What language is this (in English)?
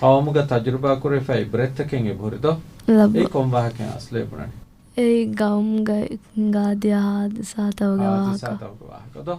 Divehi